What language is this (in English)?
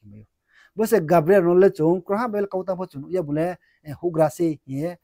Riang (India)